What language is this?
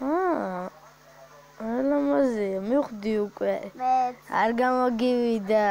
Georgian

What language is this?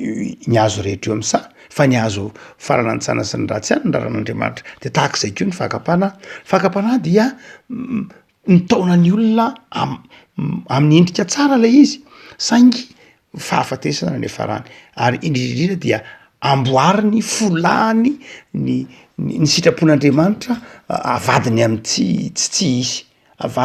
Malagasy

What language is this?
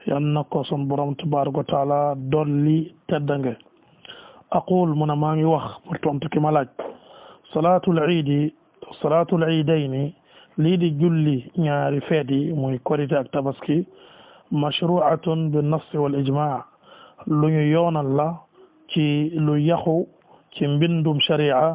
Wolof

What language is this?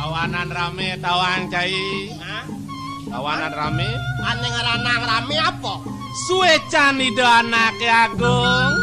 Balinese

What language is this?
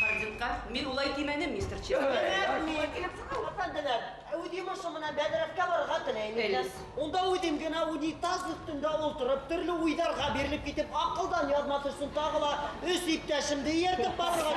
Bashkir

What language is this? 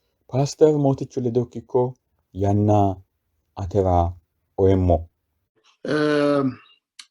Sidamo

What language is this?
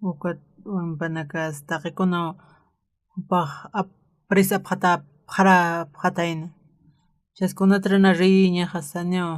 Aymara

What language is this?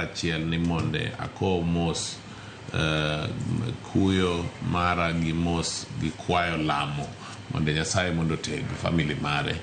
Luo (Kenya and Tanzania)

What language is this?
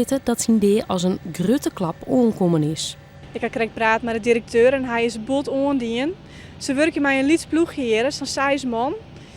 Western Frisian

